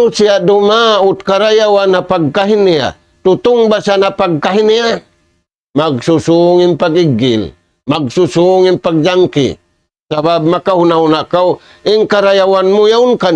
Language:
Tausug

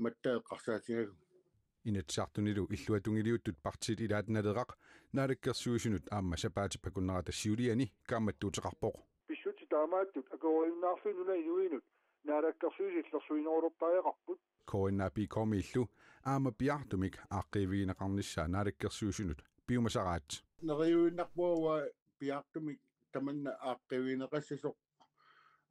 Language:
Kalaallisut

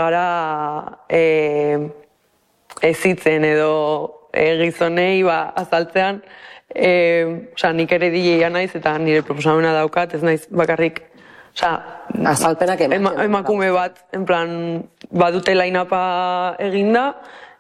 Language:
Basque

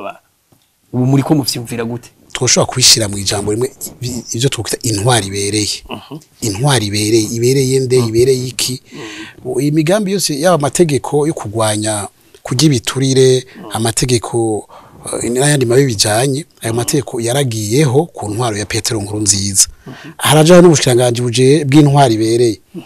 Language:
Rundi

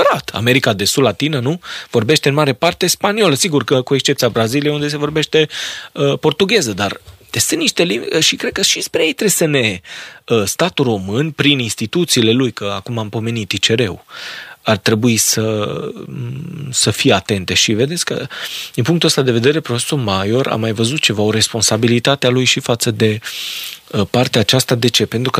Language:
Romanian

